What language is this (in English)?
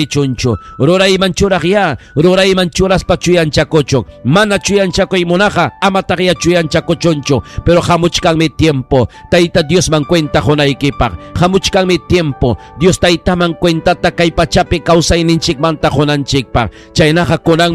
Ayacucho Quechua